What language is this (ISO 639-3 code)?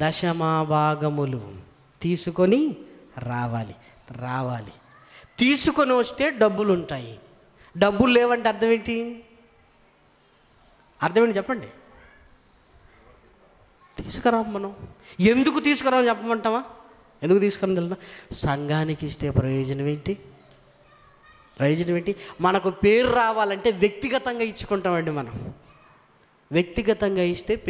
tel